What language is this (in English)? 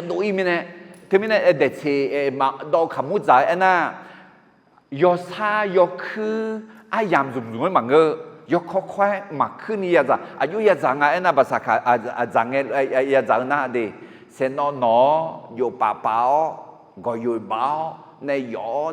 Akha